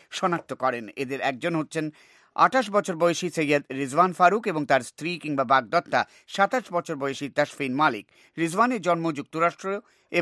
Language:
Bangla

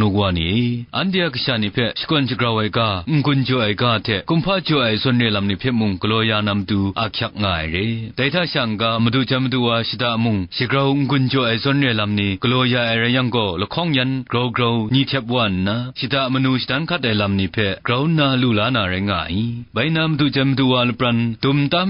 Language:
Kachin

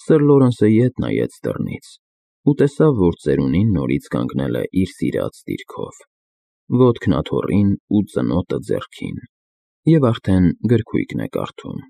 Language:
Armenian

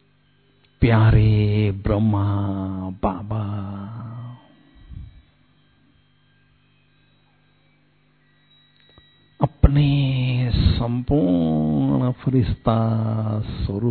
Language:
Hindi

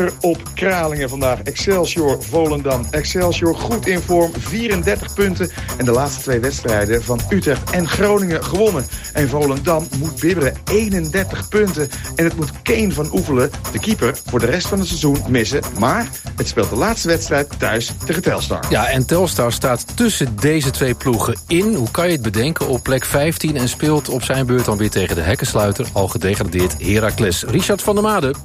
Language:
Dutch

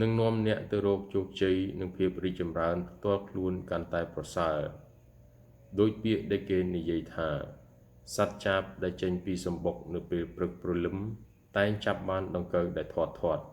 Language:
Khmer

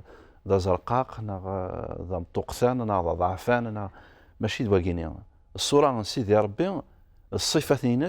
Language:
Kabyle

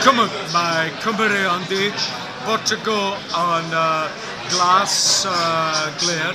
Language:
Welsh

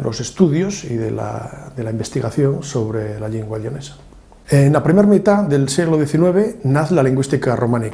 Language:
Asturian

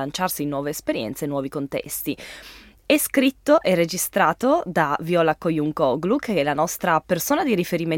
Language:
Italian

